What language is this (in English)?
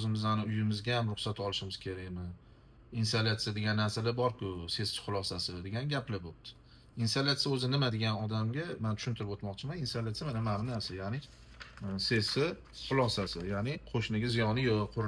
Uzbek